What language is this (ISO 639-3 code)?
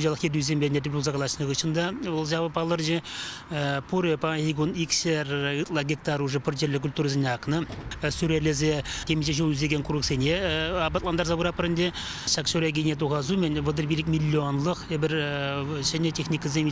chv